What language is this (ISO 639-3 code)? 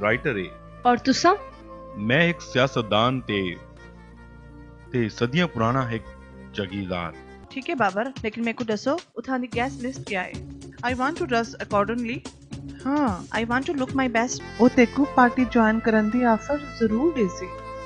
skr